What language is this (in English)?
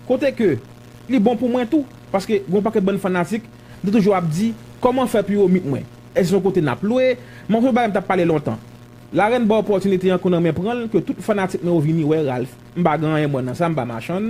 Haitian Creole